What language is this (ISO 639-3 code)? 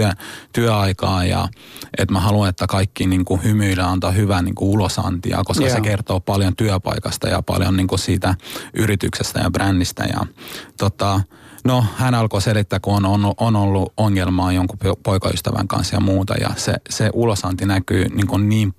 fin